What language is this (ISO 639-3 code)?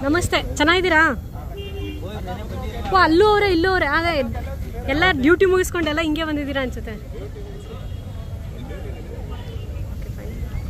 kan